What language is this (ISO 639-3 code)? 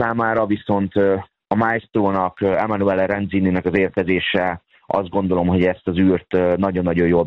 hun